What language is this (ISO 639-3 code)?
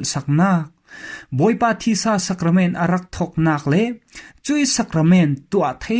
cfm